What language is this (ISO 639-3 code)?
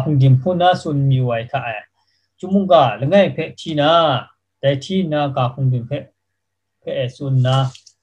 kac